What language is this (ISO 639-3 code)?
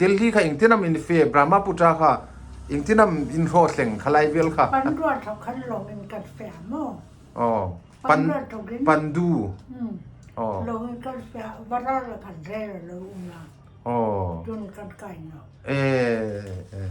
hmr